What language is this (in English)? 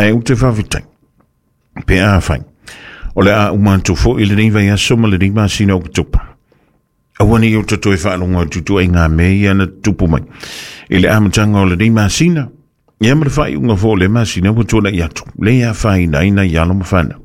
Samoan